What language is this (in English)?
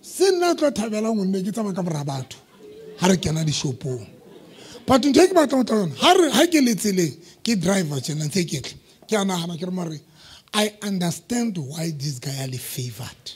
Southern Sotho